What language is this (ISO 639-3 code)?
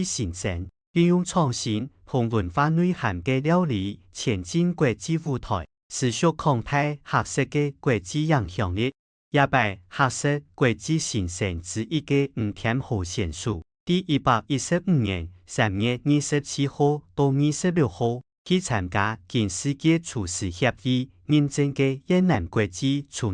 hak